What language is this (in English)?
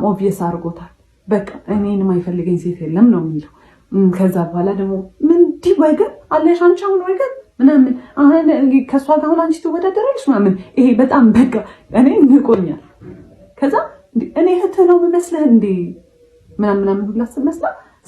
Amharic